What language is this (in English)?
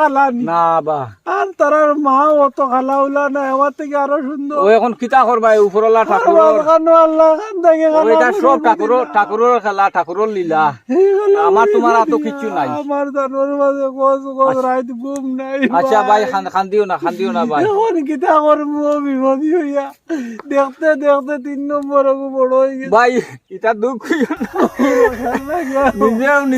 Sylheti